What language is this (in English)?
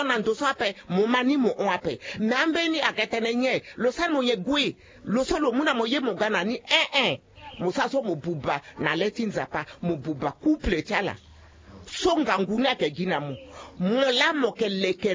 Sango